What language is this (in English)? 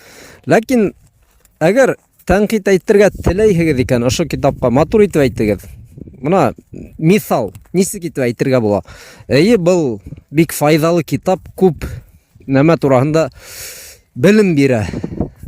Bashkir